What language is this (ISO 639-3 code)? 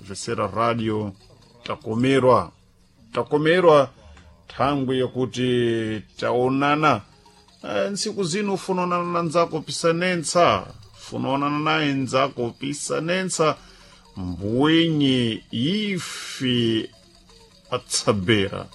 seh